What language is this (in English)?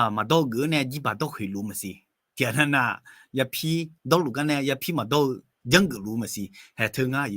Akha